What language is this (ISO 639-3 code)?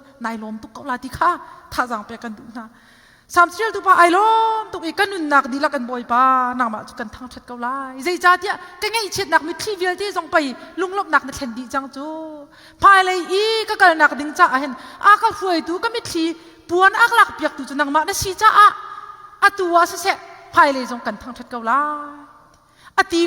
cnh